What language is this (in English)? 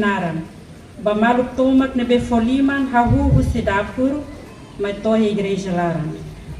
Tetum